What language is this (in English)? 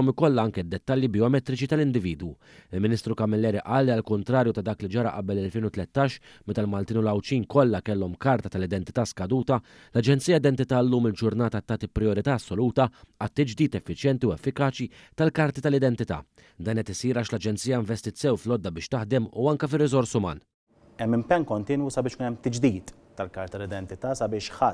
Maltese